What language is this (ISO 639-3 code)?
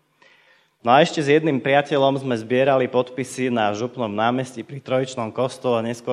slk